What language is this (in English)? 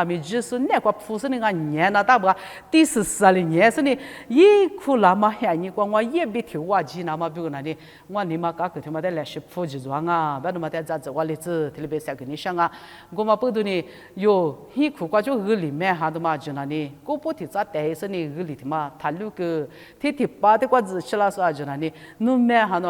Lisu